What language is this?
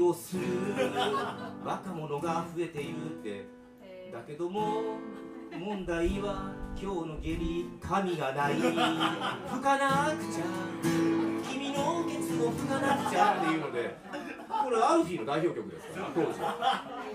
Japanese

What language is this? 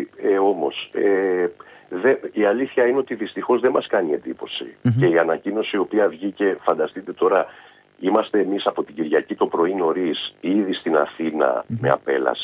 Greek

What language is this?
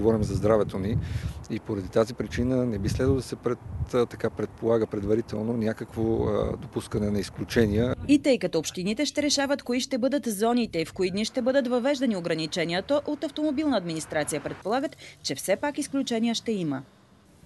Bulgarian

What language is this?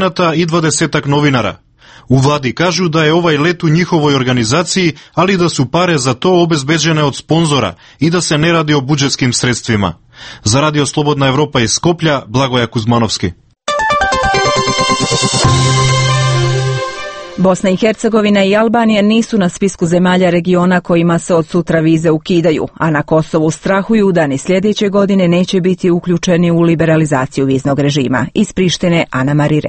Serbian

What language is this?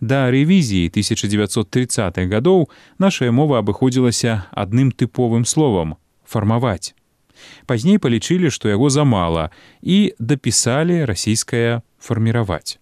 Belarusian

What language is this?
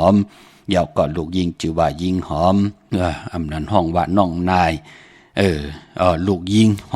Shan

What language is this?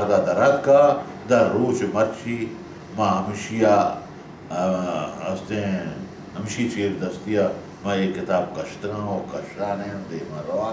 Baluchi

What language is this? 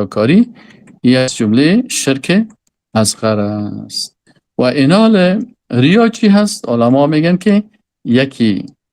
Persian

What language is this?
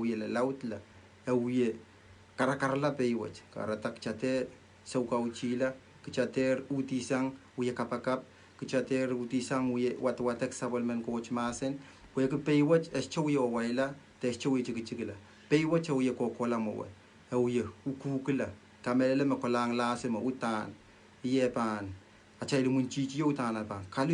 Pohnpeian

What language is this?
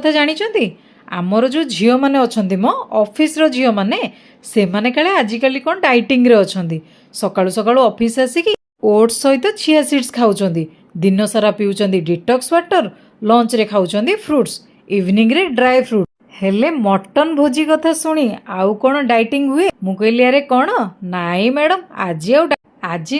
Odia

